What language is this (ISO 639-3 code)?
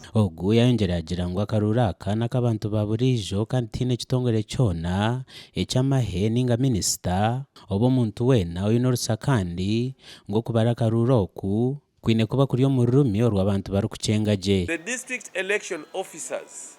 nyn